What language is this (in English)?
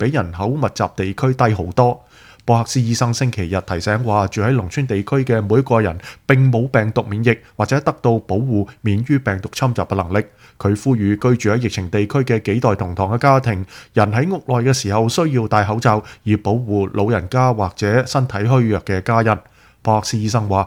Cantonese